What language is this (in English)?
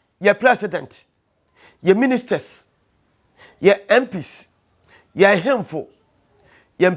Akan